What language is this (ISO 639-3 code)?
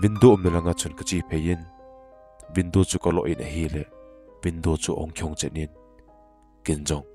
tcz